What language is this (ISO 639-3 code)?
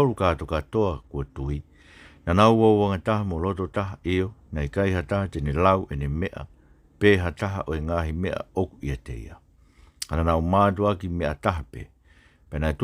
ton